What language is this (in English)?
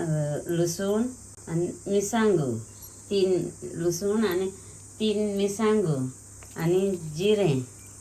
Konkani